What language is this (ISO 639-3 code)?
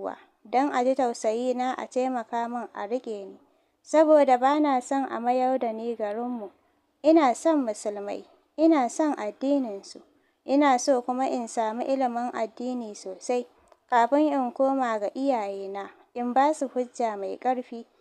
hau